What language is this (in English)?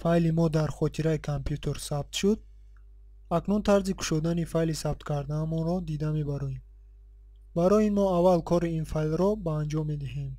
Tajik